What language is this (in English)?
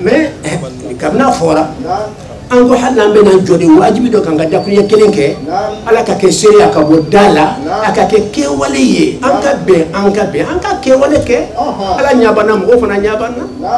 Bambara